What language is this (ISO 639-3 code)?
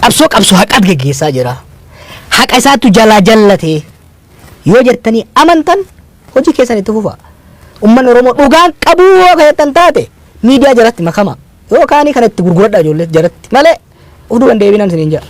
orm